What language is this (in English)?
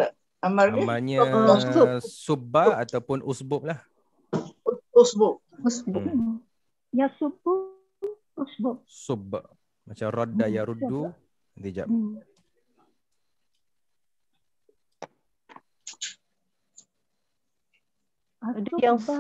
Malay